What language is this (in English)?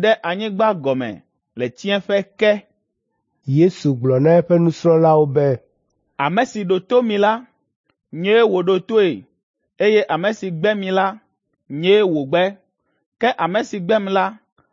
Ewe